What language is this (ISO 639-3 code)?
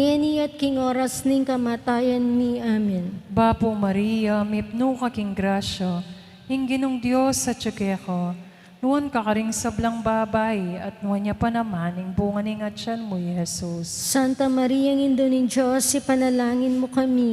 pam